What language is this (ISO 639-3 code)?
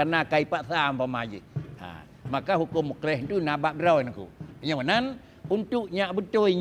ace